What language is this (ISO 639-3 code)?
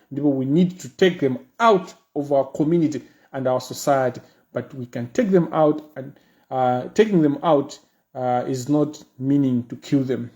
nya